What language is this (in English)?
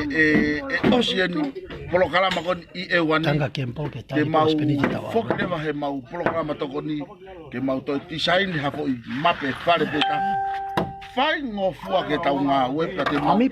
Tongan